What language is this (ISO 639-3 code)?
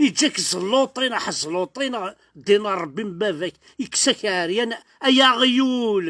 kab